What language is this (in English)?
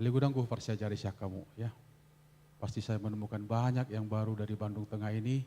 Batak Toba